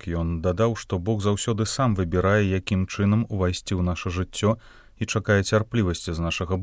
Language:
Belarusian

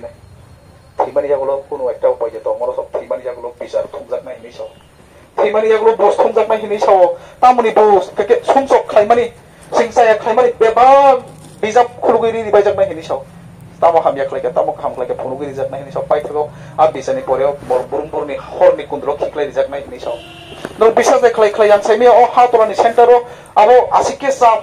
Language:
Kok Borok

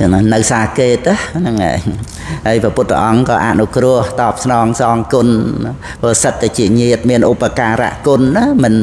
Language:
Khmer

